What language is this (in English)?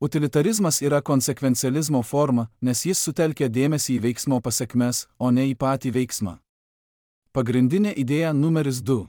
Lithuanian